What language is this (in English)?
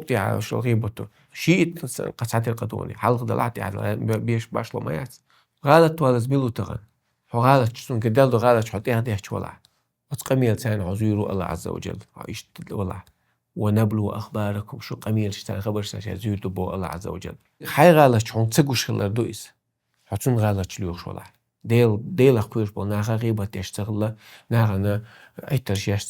Chechen